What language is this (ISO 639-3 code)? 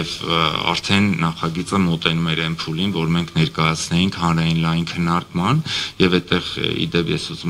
hye